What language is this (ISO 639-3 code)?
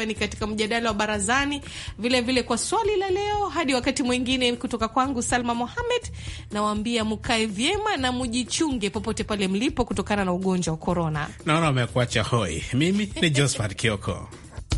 swa